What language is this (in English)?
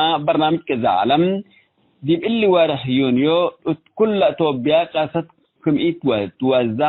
Tigre